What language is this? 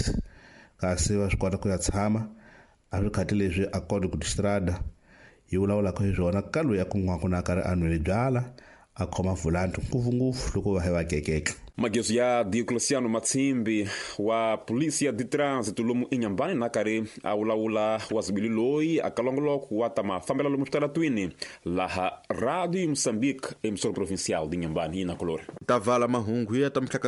Tsonga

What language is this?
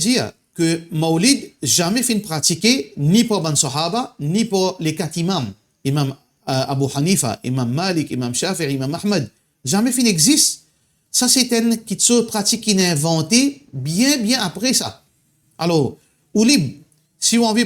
Morisyen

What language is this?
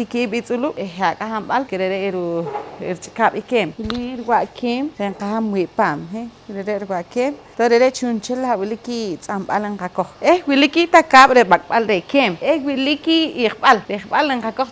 Poqomchi'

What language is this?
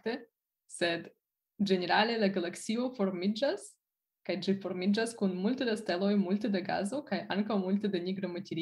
Esperanto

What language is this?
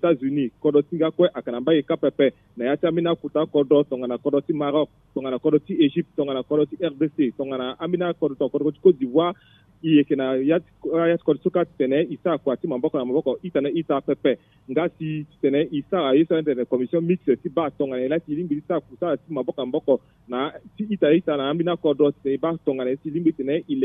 Sango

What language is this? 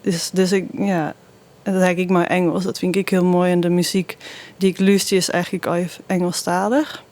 Western Frisian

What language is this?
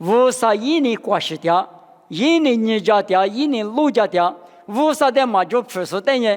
Lisu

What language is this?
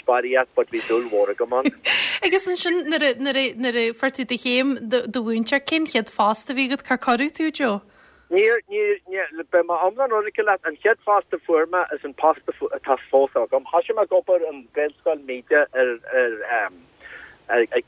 Irish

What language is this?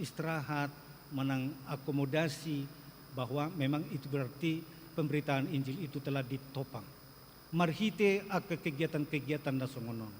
Batak Toba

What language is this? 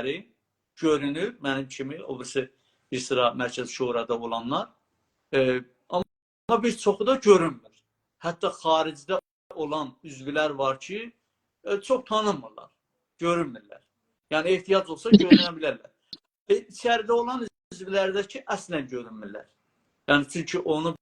South Azerbaijani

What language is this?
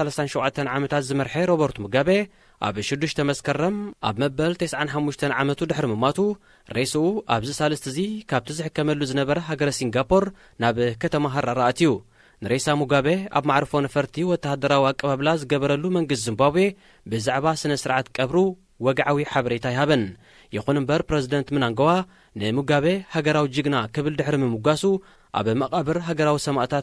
Tigrinya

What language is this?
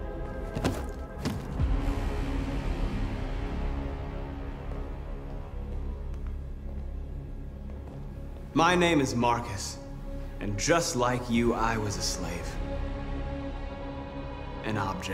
English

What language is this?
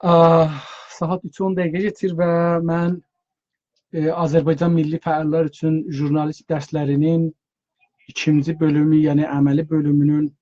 South Azerbaijani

